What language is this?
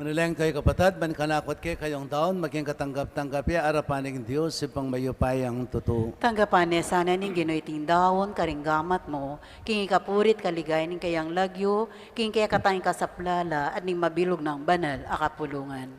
Pampanga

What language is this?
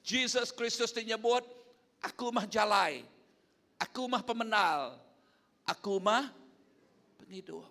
Iban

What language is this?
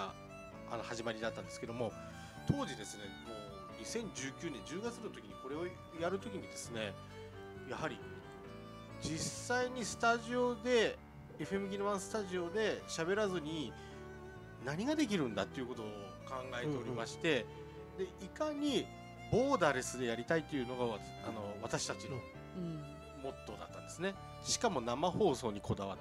Japanese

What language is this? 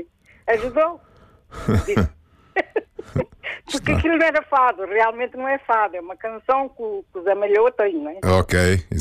Portuguese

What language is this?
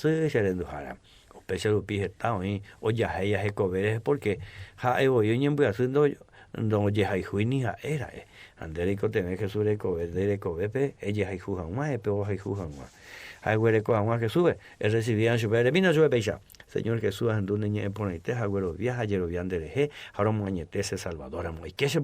Guarani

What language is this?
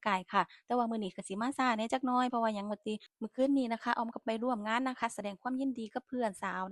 Northeastern Thai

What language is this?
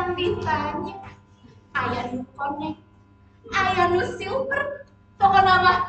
Sundanese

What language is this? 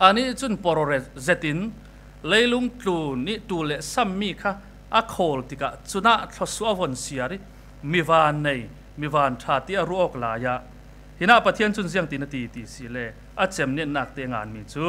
Falam Chin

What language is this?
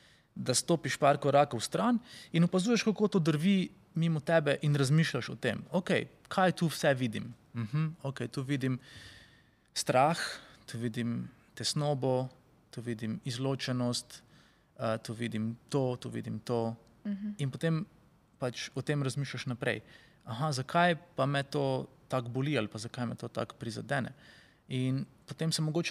Slovenian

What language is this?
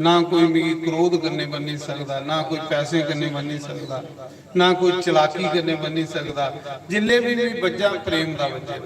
Dogri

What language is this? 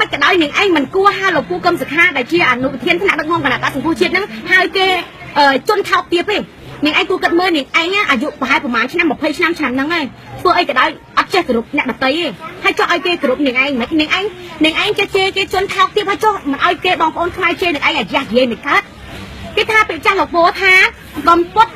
Khmer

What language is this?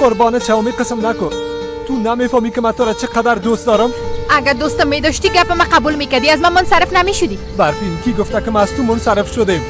Persian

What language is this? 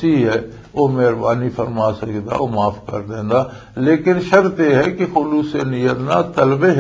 Western Panjabi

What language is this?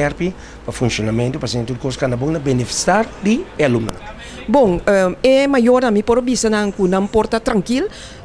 Papiamento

